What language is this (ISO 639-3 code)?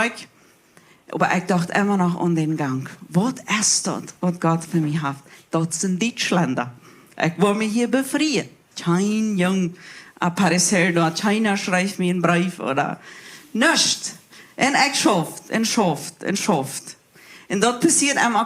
pdt